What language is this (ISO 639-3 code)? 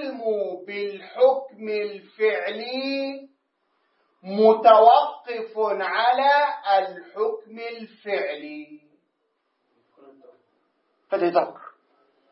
ara